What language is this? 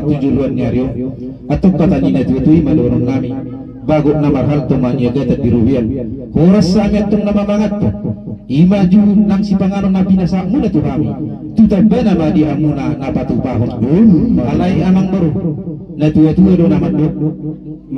Batak Toba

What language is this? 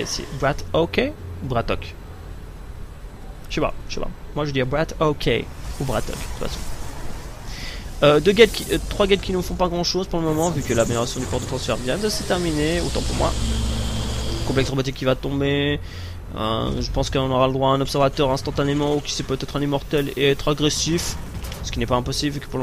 French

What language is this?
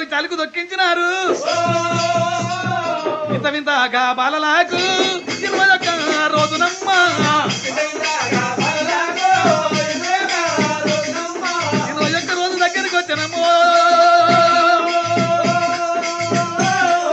Telugu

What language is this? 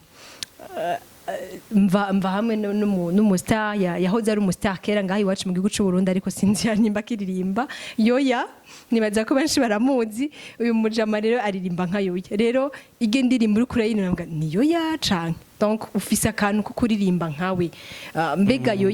Rundi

